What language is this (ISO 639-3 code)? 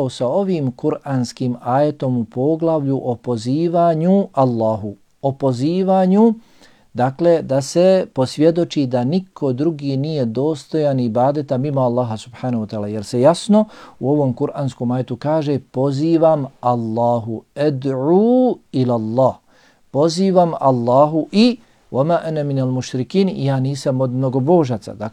bos